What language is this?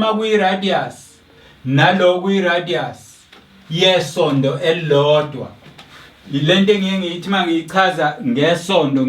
Zulu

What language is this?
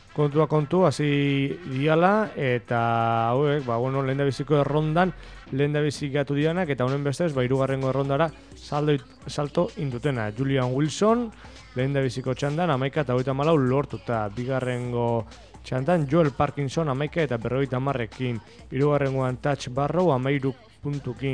Basque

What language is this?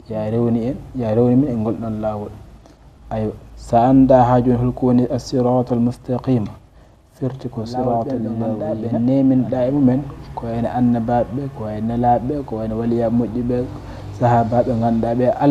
Fula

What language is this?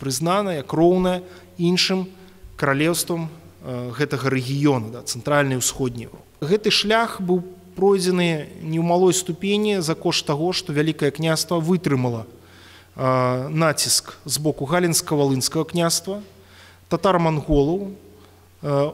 Belarusian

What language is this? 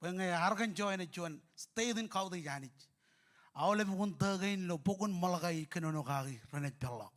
Marshallese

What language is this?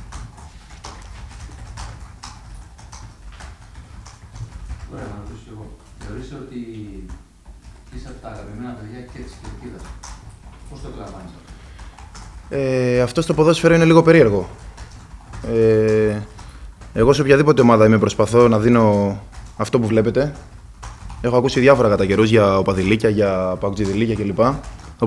Greek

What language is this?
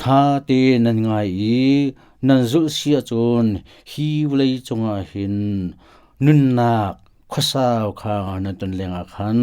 Hakha Chin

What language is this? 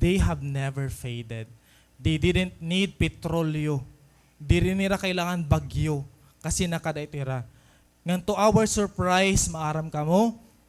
Waray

